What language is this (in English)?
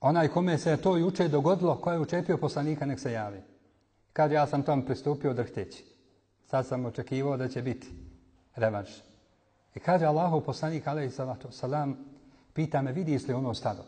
Bosnian